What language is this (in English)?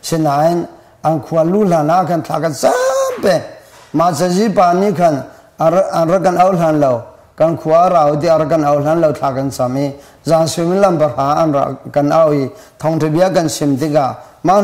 Hakha Chin